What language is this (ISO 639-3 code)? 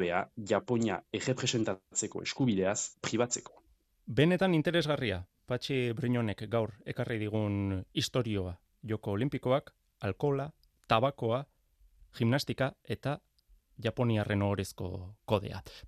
eus